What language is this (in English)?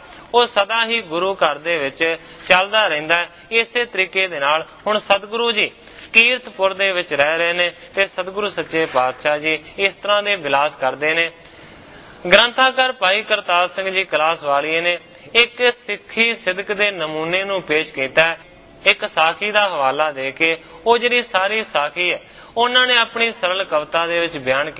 Punjabi